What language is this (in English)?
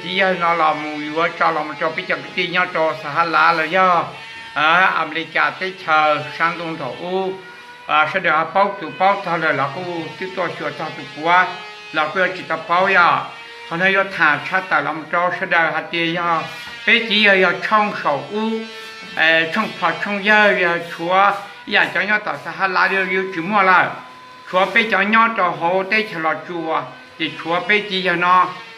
Hmong